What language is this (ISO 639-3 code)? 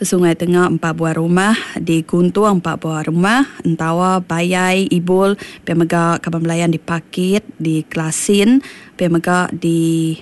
iba